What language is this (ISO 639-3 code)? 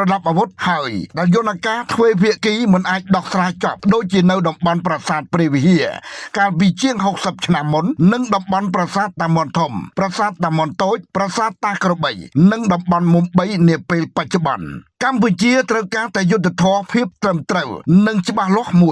khm